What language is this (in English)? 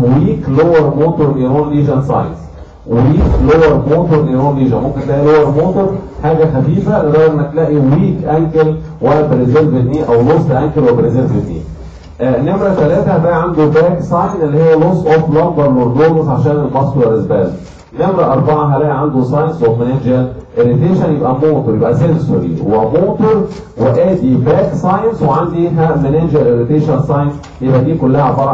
Egyptian Arabic